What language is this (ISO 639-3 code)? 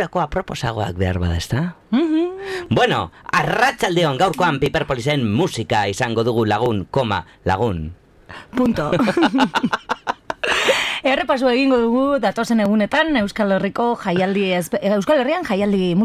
eus